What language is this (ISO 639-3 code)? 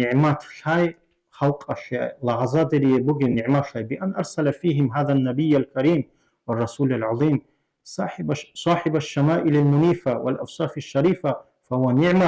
ava